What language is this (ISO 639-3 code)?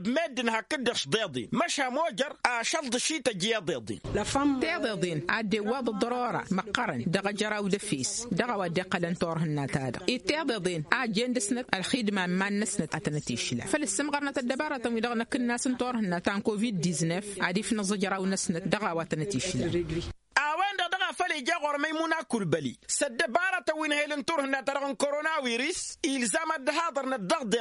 taq